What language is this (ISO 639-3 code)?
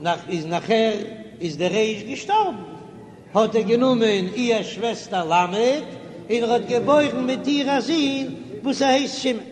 yid